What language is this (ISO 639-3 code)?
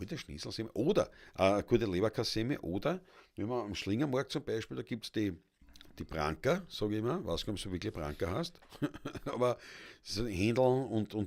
bar